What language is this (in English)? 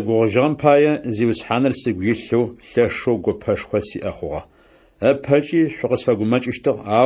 Adyghe